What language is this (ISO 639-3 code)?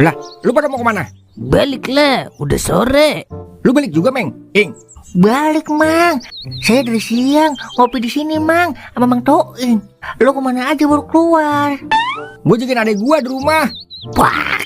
bew